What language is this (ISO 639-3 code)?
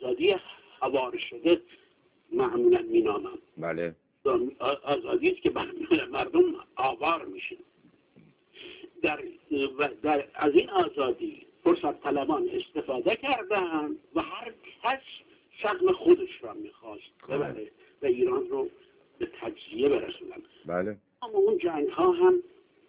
fas